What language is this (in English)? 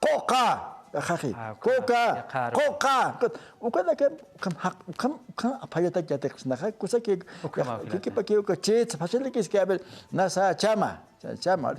Aymara